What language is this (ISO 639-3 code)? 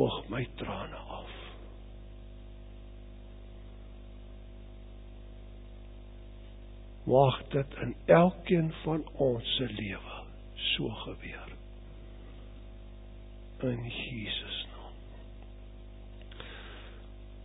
afr